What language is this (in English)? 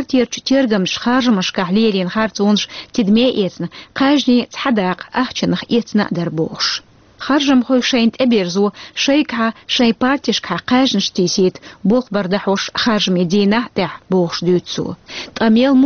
Chechen